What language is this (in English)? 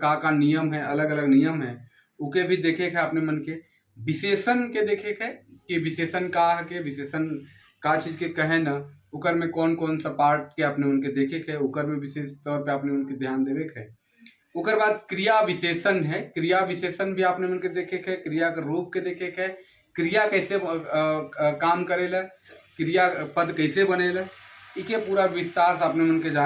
Sadri